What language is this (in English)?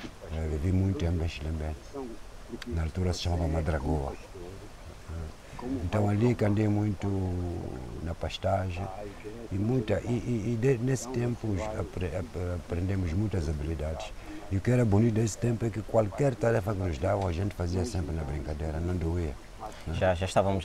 Portuguese